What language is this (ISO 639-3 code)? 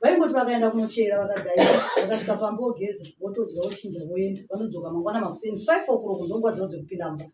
sna